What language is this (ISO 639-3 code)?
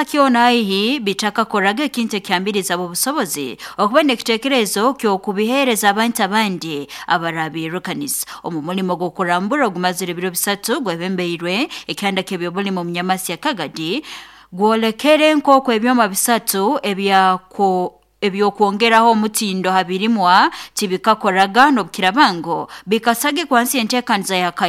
nyo